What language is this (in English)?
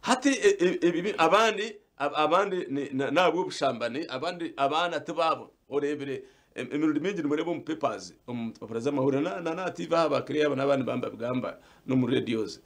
Nyankole